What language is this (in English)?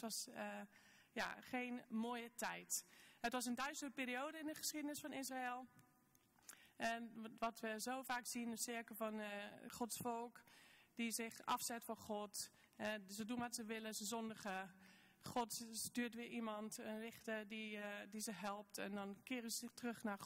Dutch